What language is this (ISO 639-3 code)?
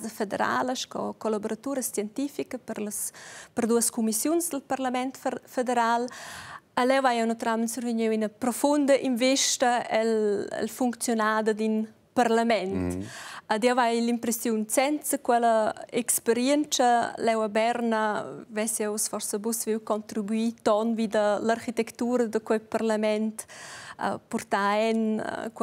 roh